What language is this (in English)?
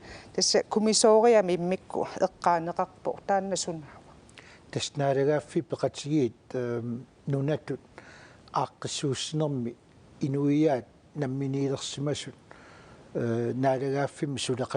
Kalaallisut